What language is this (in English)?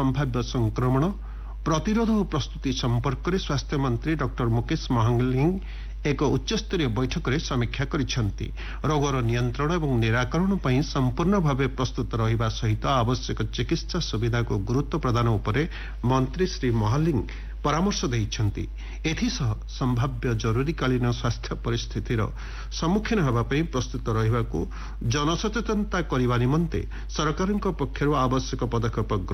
Odia